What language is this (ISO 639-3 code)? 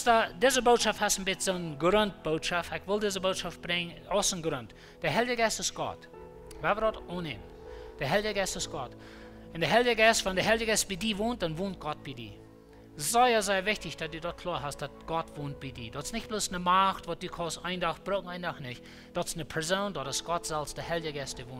pdt